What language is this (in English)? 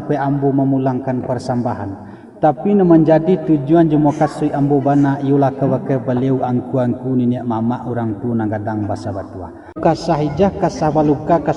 Minangkabau